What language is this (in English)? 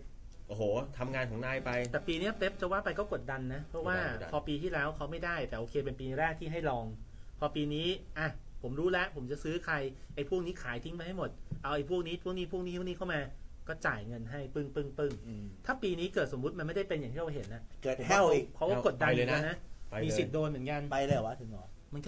Thai